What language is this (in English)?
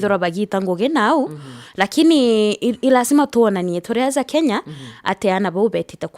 Meru